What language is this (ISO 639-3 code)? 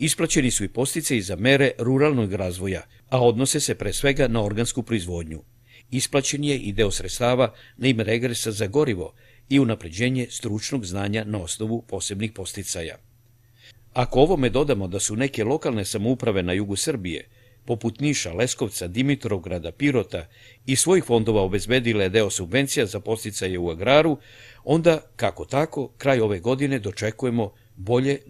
srp